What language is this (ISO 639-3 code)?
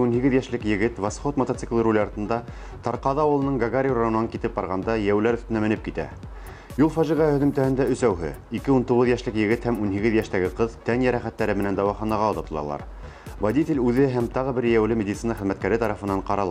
bak